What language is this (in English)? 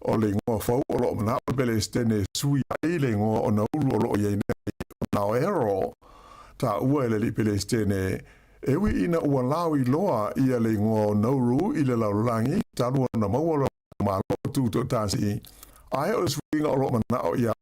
Samoan